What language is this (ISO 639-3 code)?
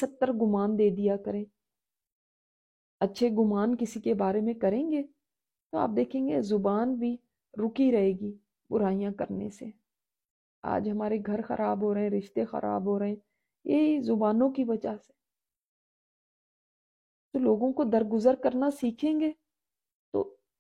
urd